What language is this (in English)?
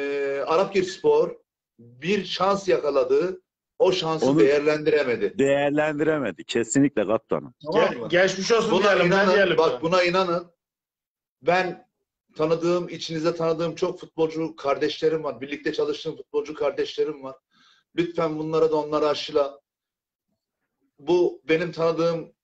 Turkish